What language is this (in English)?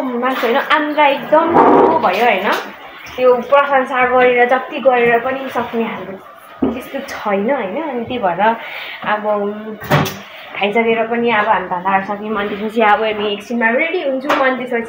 Nepali